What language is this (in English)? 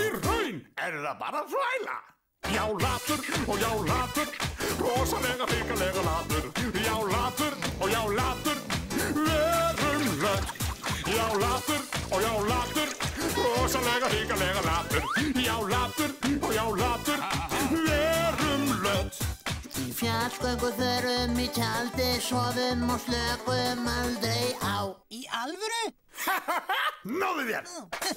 Icelandic